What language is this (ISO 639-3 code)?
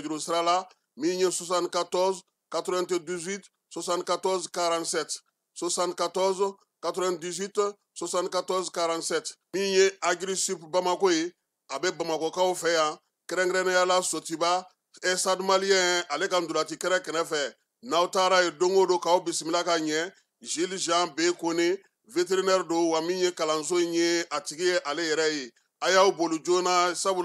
bam